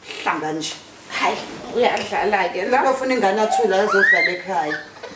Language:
Zulu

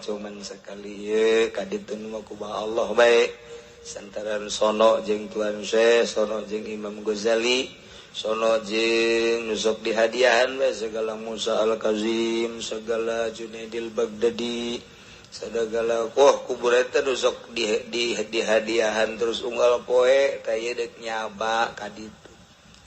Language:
Sundanese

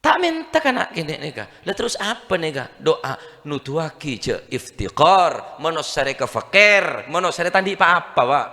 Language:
Madurese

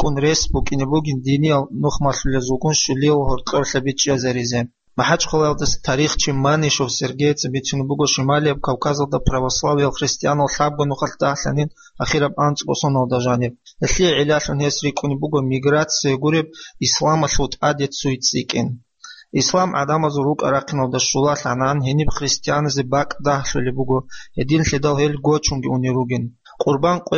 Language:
Avaric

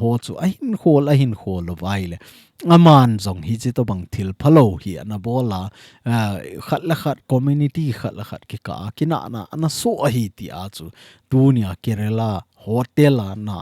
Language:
Thado Chin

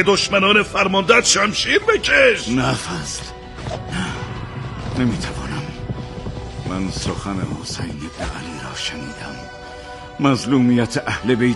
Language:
Persian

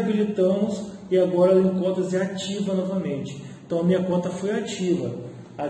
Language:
Portuguese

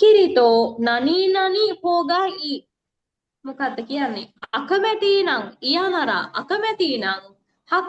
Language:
Sinhala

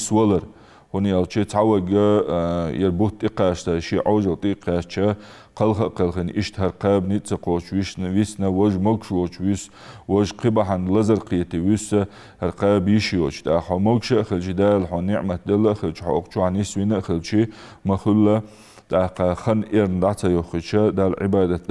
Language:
Ingush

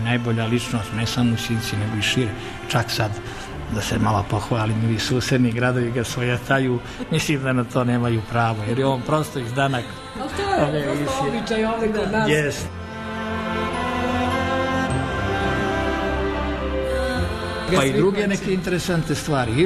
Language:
Serbian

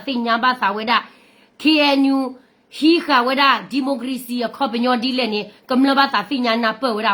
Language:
S'gaw Karen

